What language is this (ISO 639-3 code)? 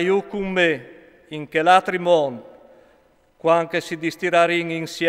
fur